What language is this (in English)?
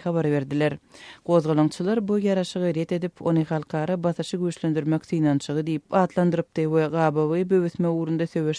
Turkmen